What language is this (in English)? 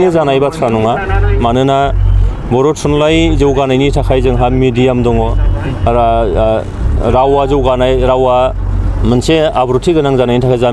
Bodo